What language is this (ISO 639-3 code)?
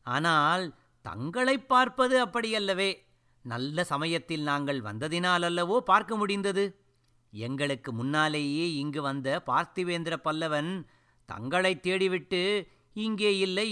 tam